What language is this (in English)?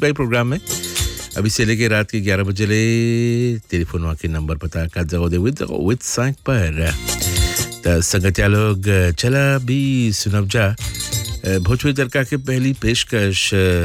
Bhojpuri